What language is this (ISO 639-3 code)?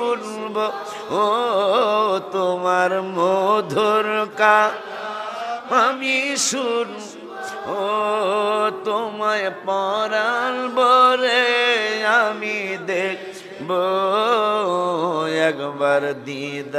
ben